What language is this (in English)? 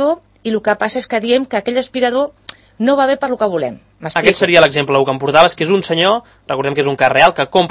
Catalan